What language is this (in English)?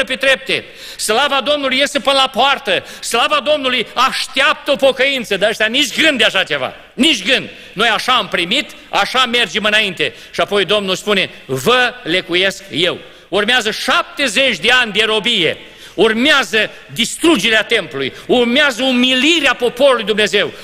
Romanian